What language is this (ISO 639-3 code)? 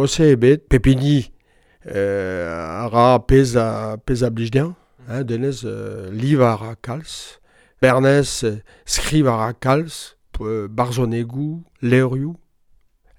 bre